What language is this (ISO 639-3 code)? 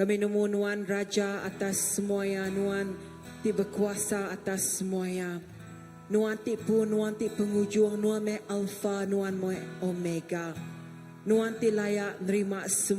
iba